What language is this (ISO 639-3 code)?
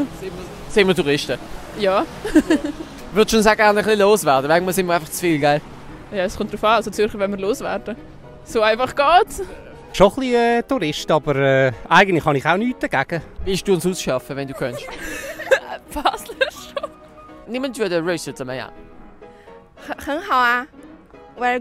gsw